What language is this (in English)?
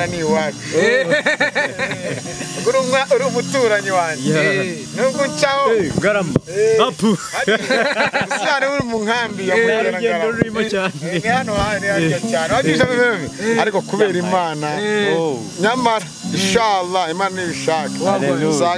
Kinyarwanda